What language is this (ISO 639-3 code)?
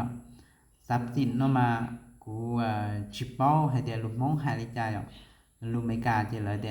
hmn